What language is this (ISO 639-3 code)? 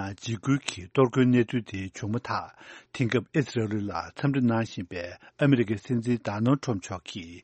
bod